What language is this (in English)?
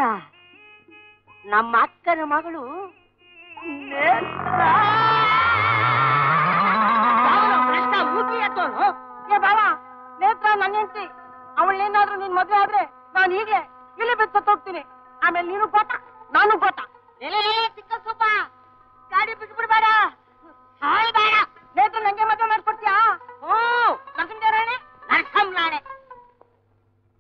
Kannada